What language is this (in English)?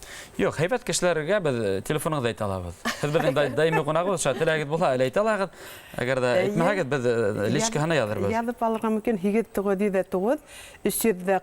Bashkir